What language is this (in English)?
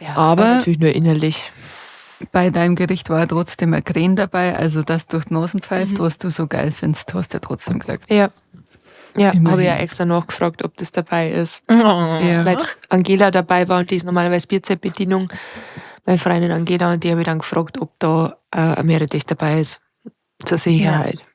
Bavarian